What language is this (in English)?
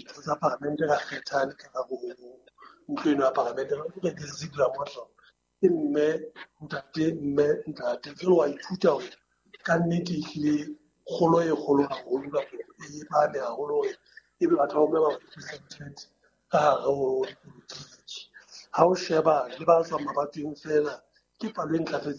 Southern Sotho